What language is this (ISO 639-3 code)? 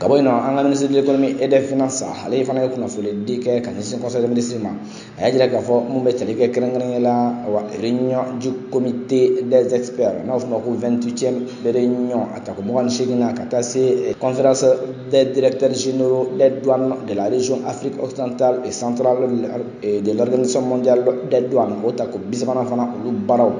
bam